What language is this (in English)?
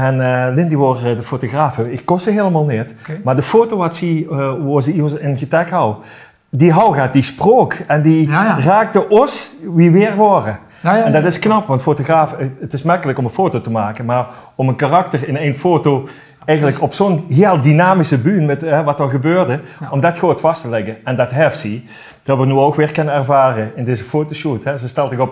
Limburgish